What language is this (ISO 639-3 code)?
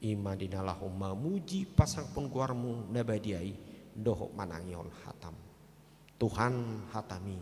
bbc